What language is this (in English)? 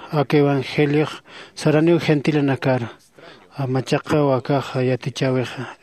Aymara